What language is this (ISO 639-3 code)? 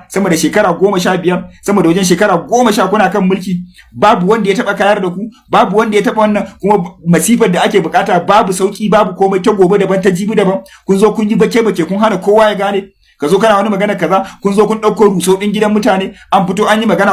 hau